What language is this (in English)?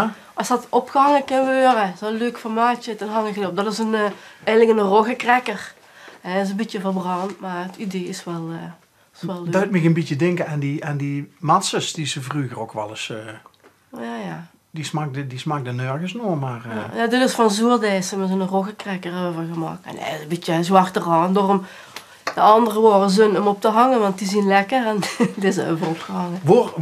Limburgish